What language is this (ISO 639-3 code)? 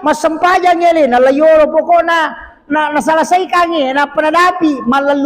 bug